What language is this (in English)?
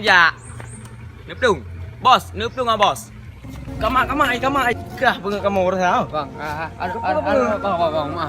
Achinese